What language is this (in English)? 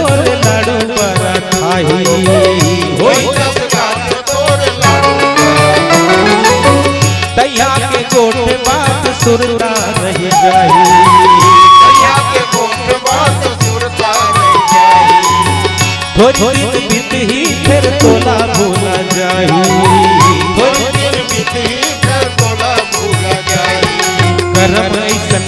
Chhattisgarhi